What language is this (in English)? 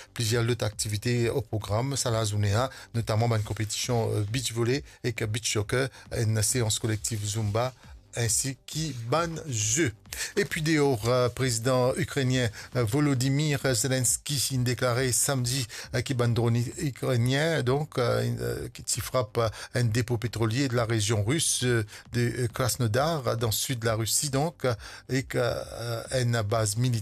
Morisyen